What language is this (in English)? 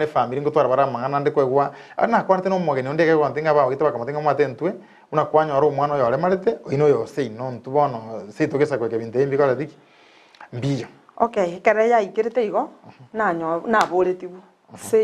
Gusii